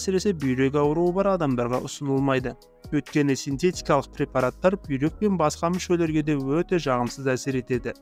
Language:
Kazakh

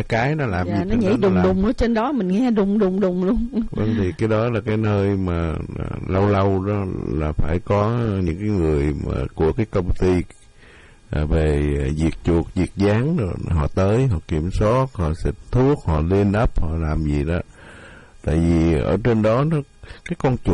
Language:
Vietnamese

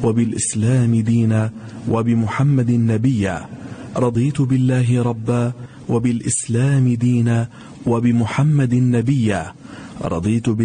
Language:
Arabic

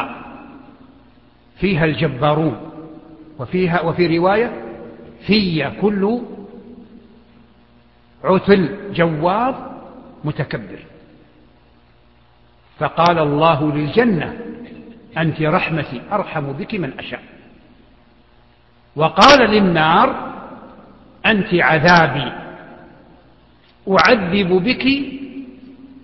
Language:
Arabic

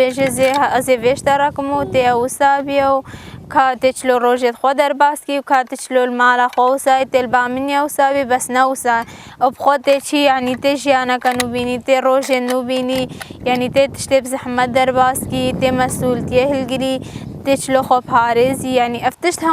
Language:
Kurdish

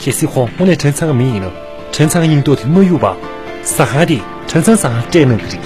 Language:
Tibetan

